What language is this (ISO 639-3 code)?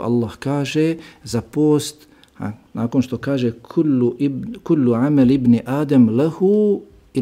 bos